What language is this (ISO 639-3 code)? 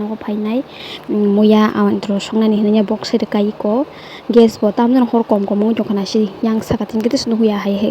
trp